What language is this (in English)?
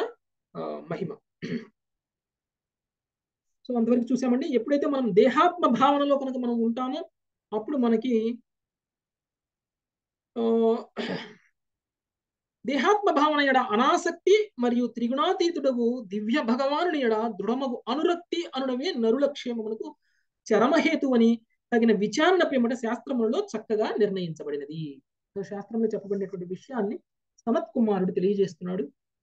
Telugu